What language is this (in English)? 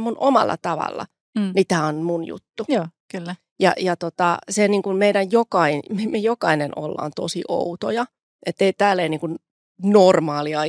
Finnish